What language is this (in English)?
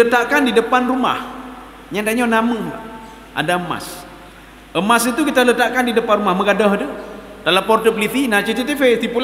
Malay